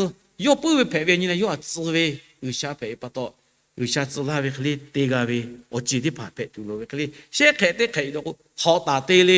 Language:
Lahu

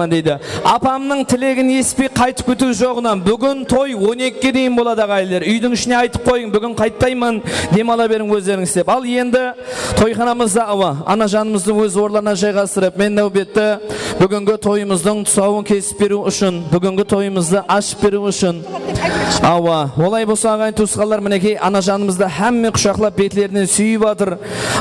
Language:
Kara-Kalpak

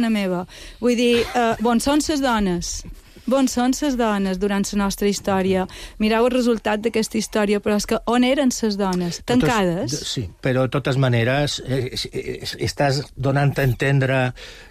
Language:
Catalan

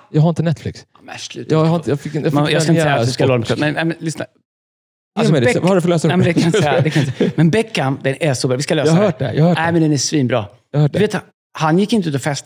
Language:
Swedish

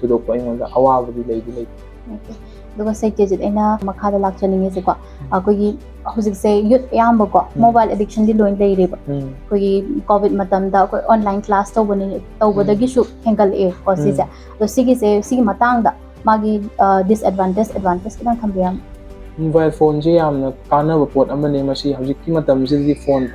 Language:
Manipuri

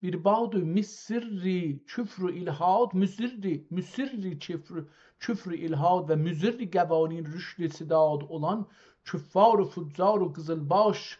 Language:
South Azerbaijani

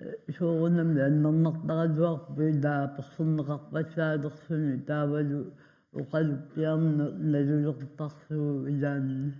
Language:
Kalaallisut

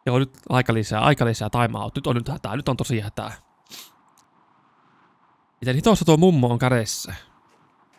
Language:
Finnish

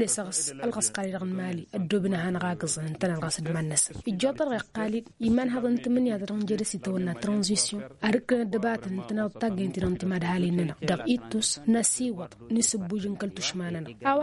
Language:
Tamasheq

